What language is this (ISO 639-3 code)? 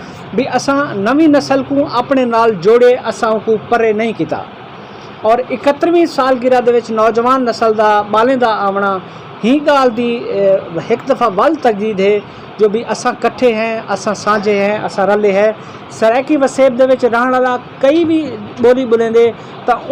skr